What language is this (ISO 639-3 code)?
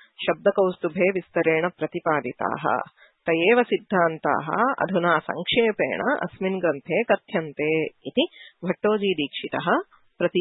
san